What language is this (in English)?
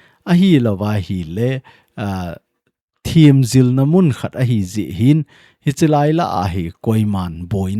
Thado Chin